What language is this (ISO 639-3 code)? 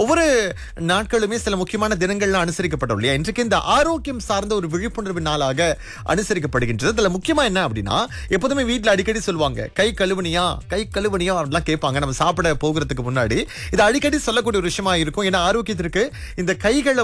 tam